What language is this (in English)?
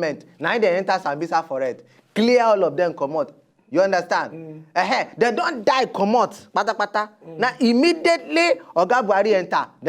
Nigerian Pidgin